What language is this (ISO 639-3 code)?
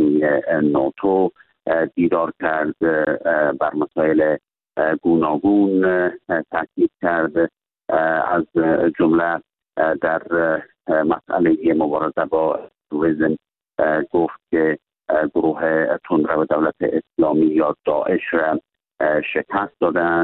fas